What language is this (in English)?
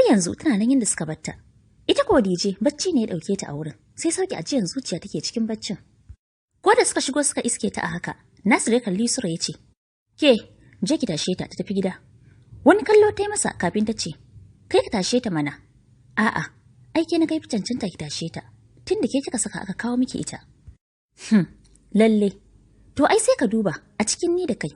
Hausa